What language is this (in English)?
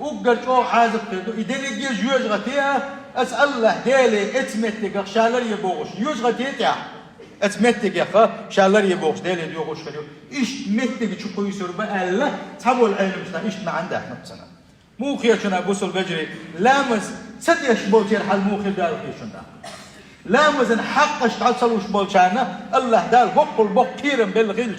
Chechen